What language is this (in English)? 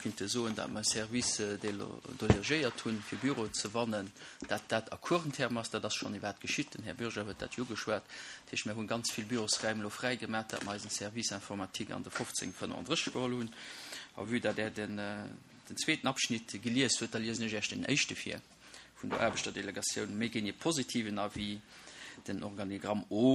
Luxembourgish